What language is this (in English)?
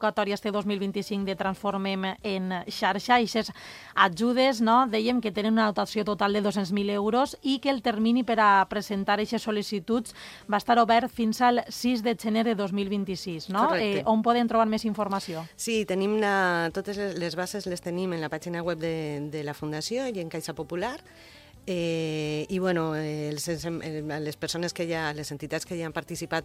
Catalan